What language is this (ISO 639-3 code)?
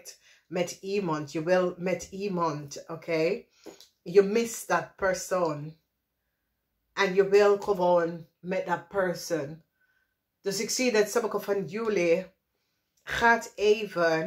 nld